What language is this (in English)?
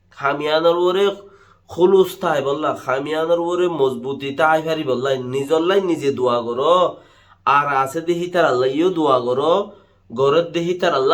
Rohingya